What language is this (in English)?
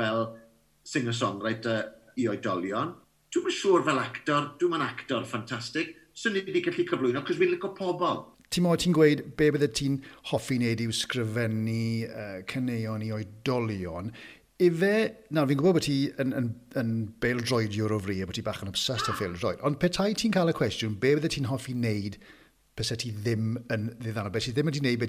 Welsh